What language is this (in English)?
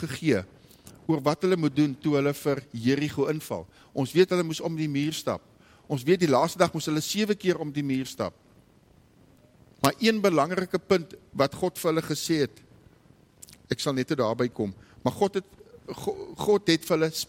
Afrikaans